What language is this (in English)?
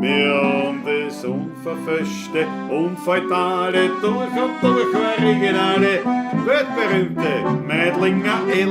Bavarian